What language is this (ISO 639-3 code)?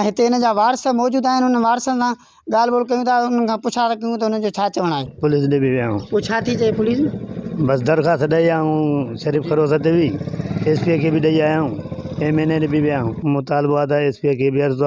snd